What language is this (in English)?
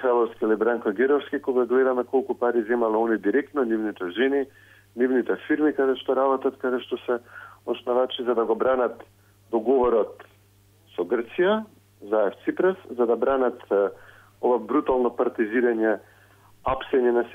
Macedonian